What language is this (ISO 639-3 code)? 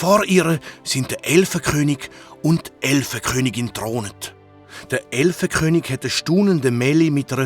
gsw